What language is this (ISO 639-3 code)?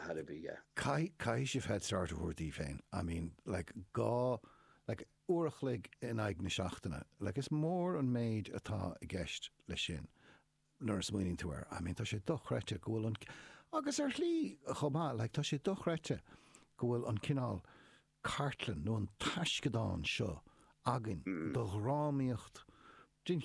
gle